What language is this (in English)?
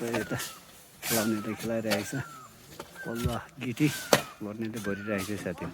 Nepali